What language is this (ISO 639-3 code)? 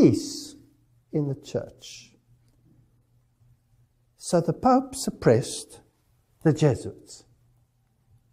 eng